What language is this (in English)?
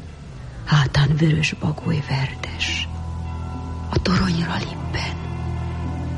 Hungarian